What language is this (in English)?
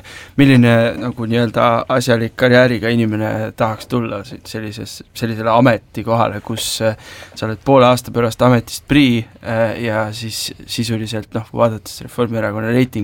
Estonian